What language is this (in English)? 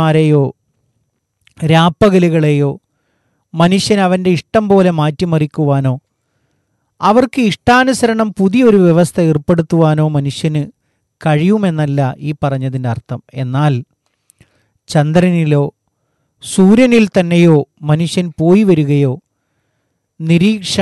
Malayalam